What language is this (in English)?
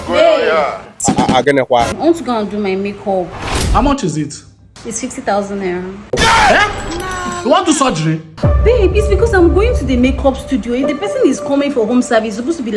Nigerian Pidgin